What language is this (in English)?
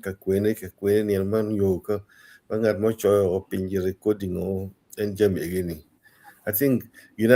Acoli